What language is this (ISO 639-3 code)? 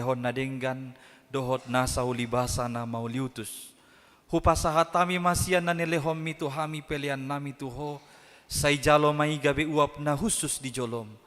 bbc